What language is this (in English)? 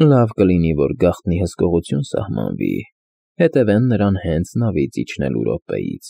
Armenian